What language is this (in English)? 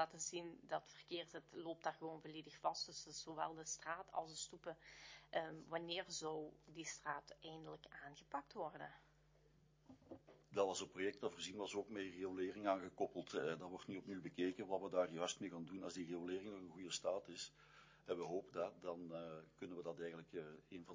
Dutch